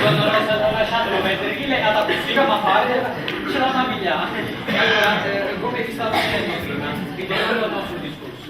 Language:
Neapolitan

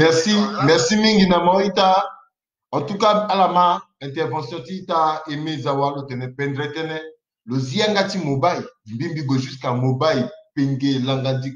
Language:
Sango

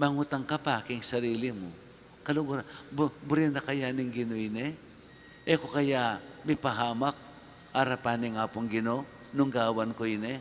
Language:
Pampanga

